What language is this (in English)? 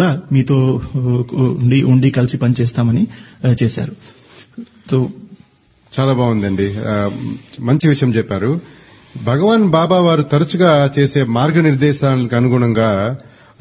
Telugu